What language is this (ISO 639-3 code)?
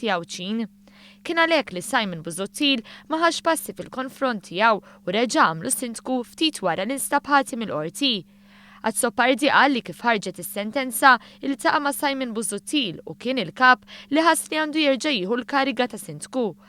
mlt